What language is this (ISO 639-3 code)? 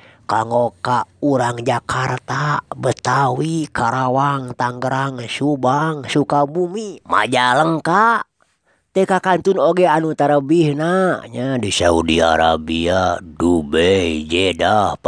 sun